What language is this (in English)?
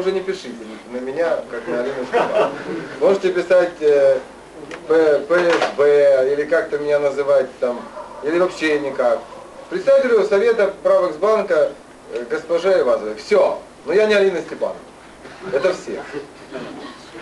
Russian